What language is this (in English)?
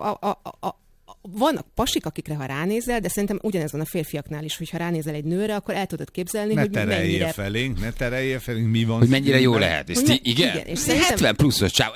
Hungarian